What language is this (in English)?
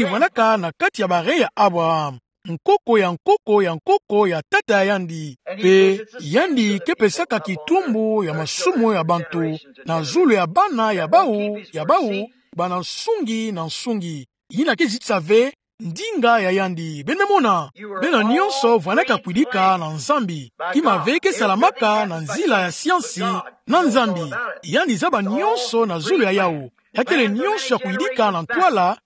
Kituba (Democratic Republic of Congo)